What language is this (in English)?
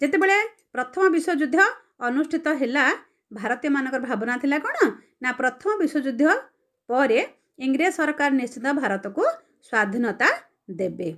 Odia